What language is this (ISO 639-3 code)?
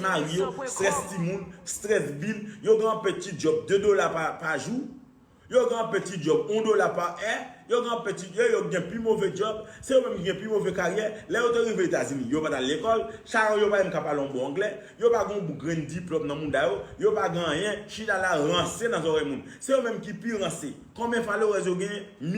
hat